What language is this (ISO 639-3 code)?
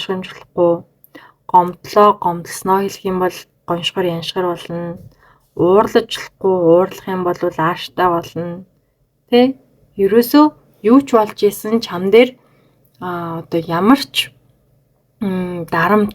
mon